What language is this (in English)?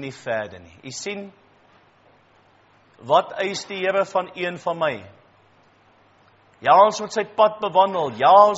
Afrikaans